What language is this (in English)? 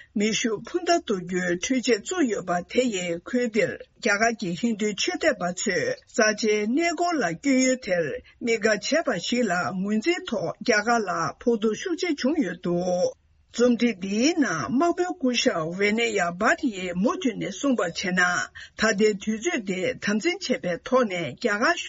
Tibetan